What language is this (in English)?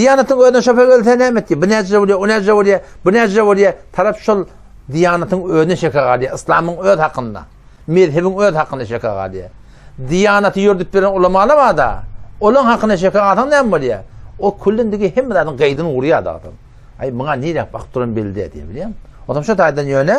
Turkmen